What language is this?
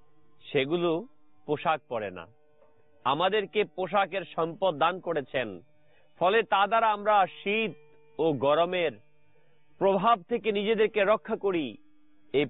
Bangla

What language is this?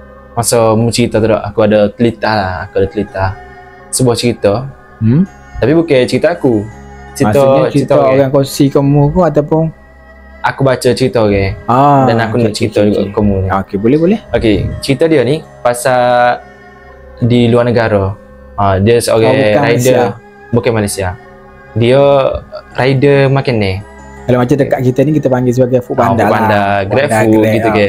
Malay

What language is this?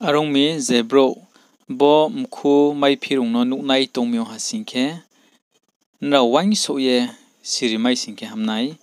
Riang (India)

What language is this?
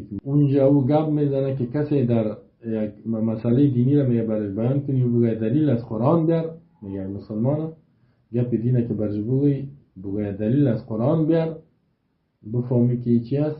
Persian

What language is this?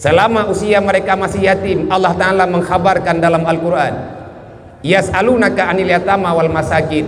Achinese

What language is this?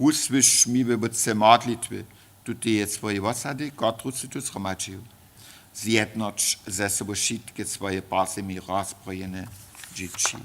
Upper Sorbian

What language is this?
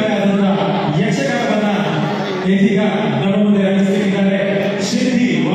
Kannada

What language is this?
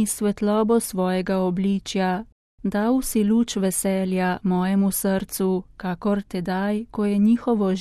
Slovenian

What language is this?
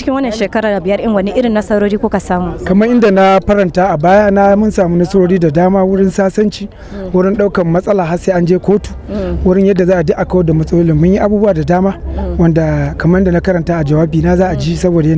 Hausa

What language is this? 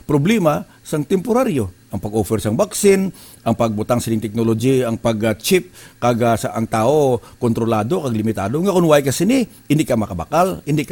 Hiligaynon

